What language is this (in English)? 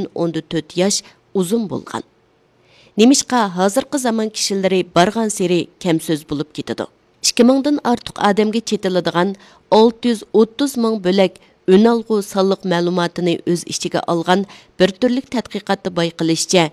Uyghur